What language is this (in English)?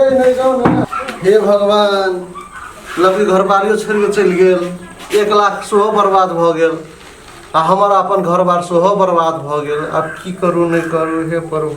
Maithili